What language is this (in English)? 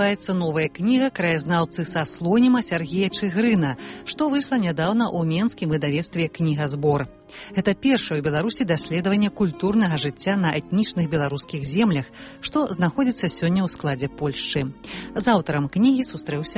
Belarusian